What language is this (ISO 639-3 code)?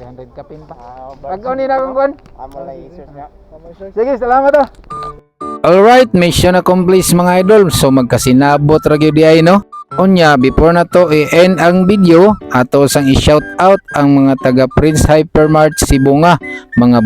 ceb